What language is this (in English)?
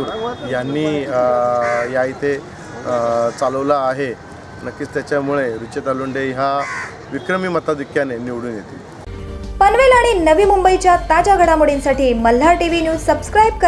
Marathi